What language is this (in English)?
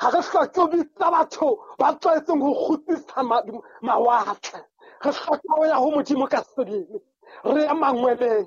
Southern Sotho